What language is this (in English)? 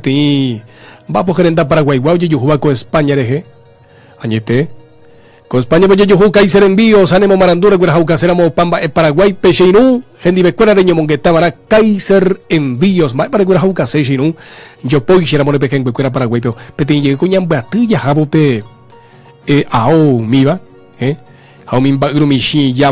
Guarani